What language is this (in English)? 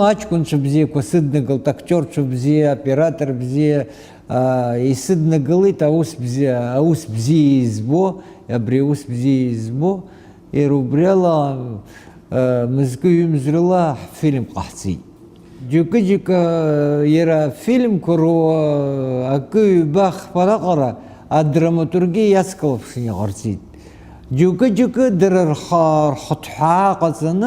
Abkhazian